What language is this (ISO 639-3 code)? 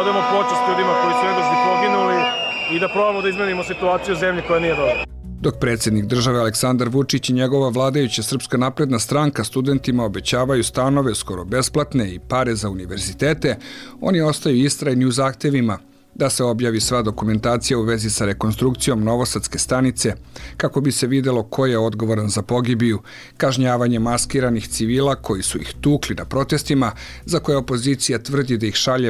srp